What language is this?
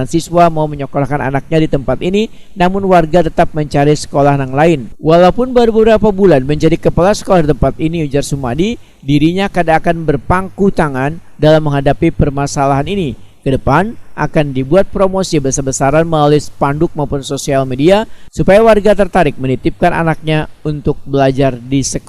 Banjar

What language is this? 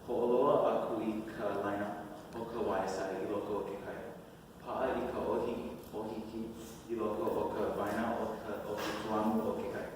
Hawaiian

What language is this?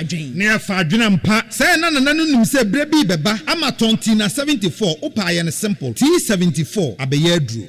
Akan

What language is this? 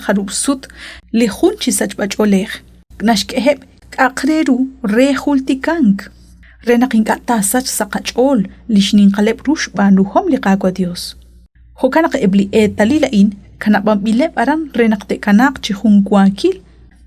Kekchí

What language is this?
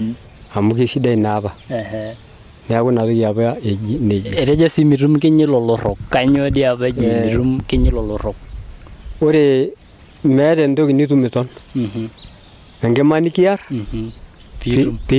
Masai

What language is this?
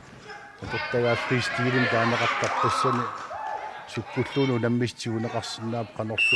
Kalaallisut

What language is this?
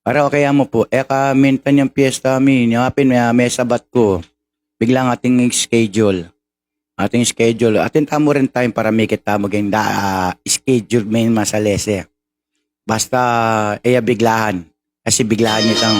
Pampanga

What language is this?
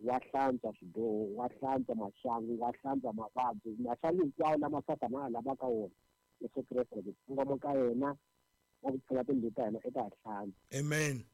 Tsonga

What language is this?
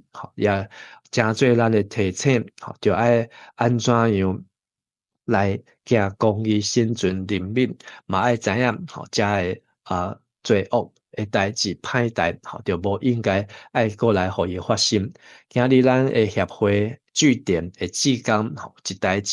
Min Nan Chinese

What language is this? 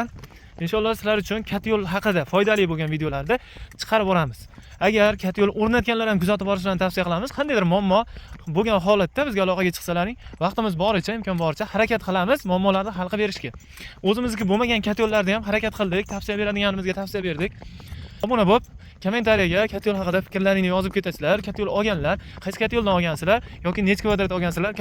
Uzbek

